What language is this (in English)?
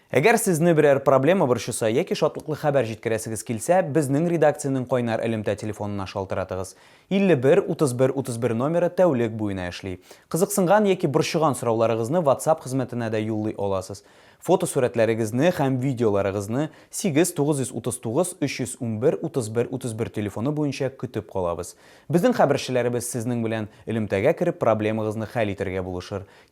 Tatar